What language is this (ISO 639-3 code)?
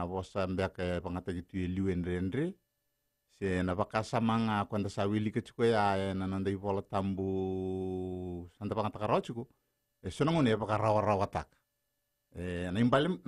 fij